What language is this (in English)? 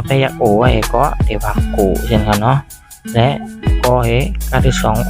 Shan